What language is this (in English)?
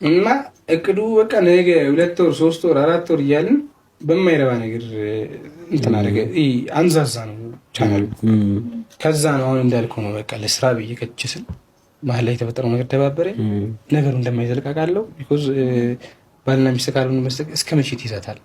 Amharic